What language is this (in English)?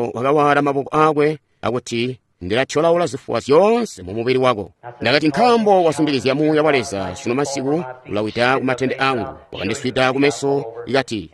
Tonga (Zambia)